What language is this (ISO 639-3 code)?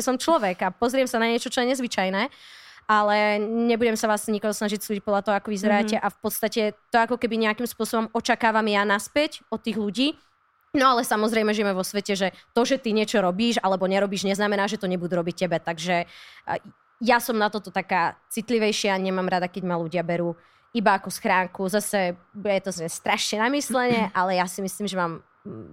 slk